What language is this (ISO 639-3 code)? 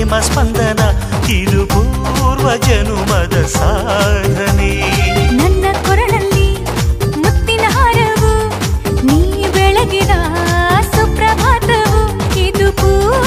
kan